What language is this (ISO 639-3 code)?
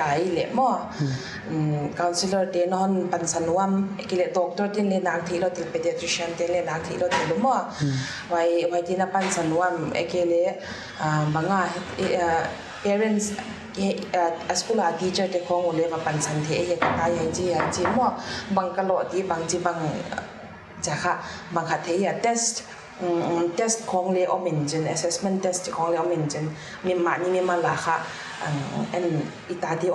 pck